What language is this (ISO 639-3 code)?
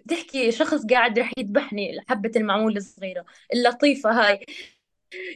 apc